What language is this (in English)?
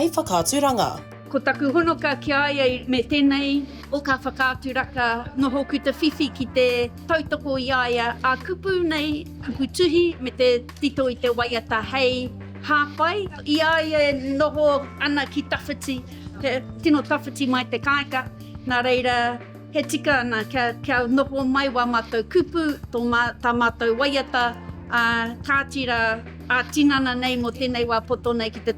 Māori